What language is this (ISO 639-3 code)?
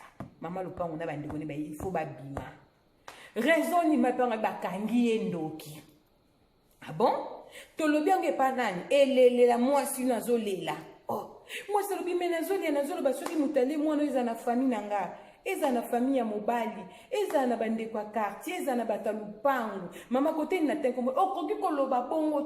lin